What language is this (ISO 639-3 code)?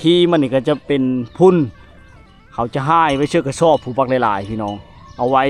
lao